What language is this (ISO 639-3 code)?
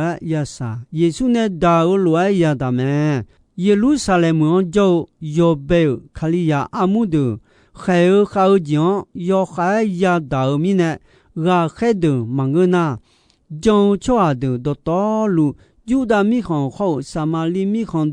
ahk